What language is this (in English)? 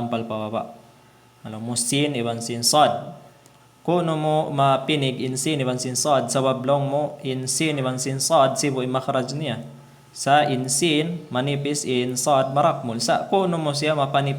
Tausug